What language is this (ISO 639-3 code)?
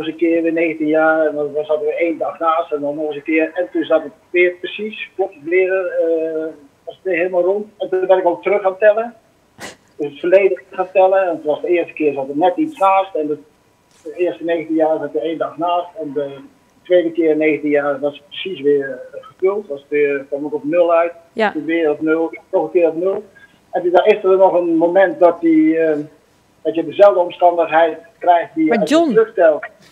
nld